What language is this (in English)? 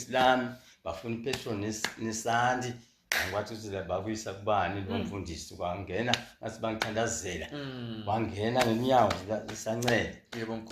Zulu